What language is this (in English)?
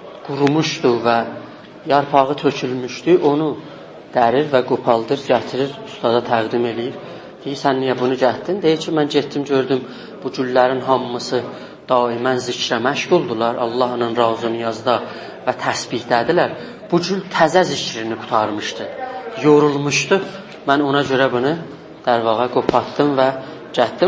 South Azerbaijani